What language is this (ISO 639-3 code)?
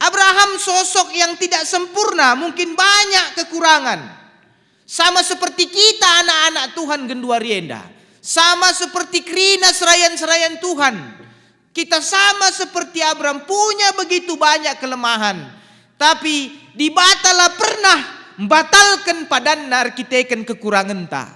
btx